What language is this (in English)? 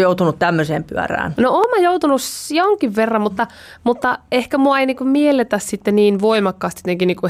Finnish